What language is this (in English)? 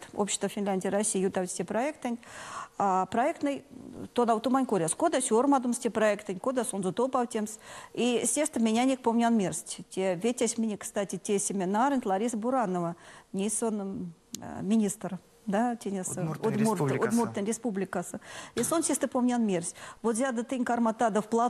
Erzya